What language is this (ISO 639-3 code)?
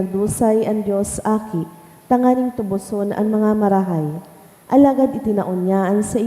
bik